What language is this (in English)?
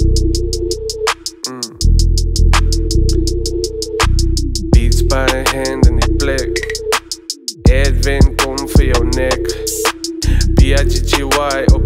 Afrikaans